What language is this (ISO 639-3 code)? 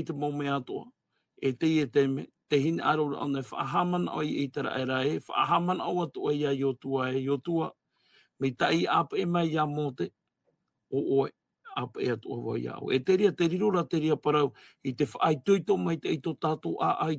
tah